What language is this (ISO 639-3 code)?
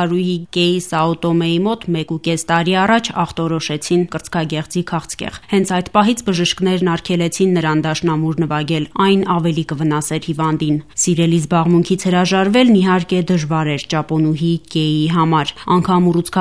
hye